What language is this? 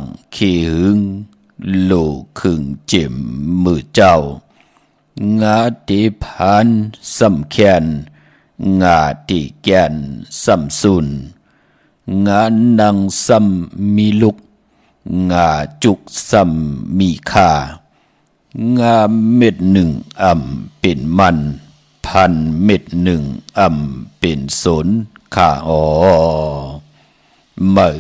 Shan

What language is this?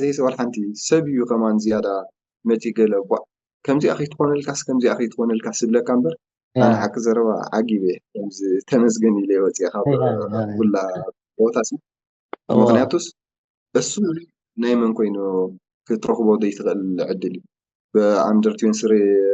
Tigrinya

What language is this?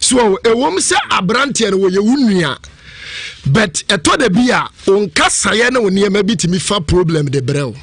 Akan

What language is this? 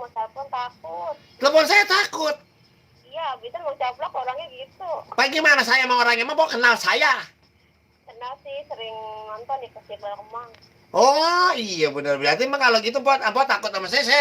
Betawi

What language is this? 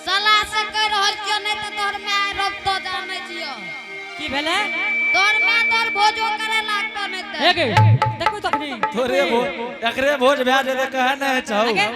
Angika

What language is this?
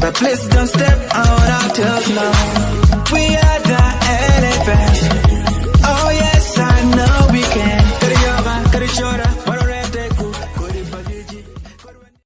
Acoli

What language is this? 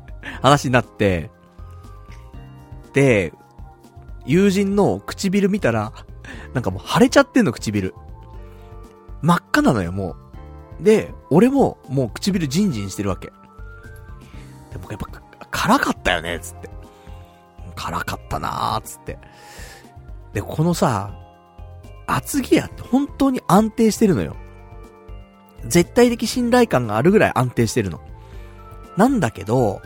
Japanese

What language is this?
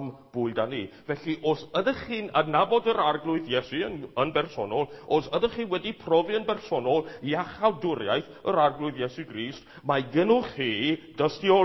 Welsh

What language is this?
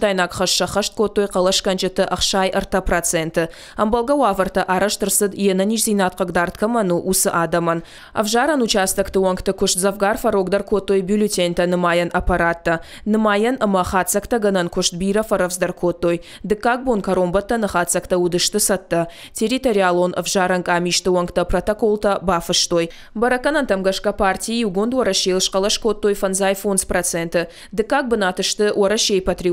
Ossetic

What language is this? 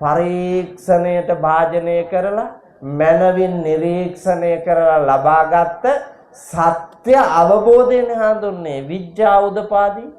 Sinhala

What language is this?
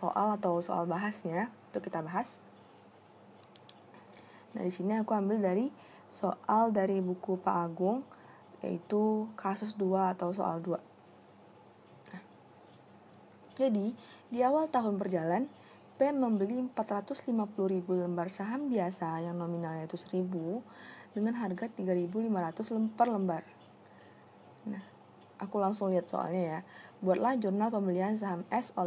Indonesian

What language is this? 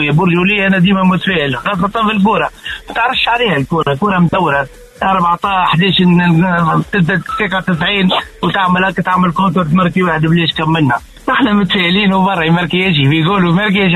Tunisian Arabic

